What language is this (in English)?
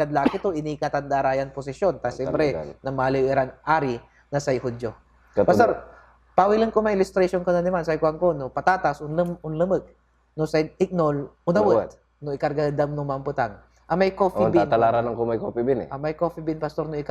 Pangasinan